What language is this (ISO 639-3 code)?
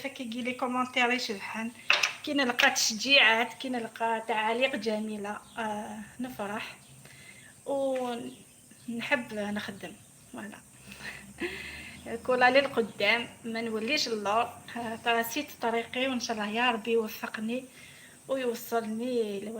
arq